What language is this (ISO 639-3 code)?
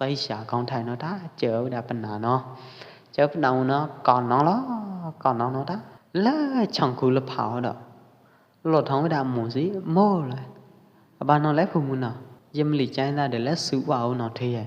kjp